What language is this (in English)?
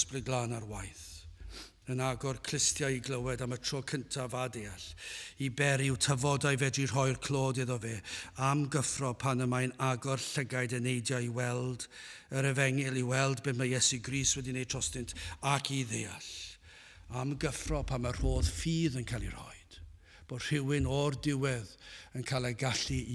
Welsh